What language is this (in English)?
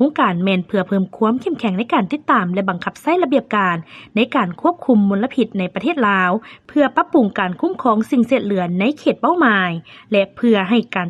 Lao